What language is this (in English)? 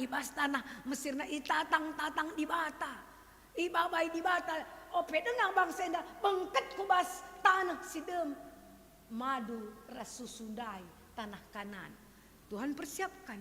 Batak Karo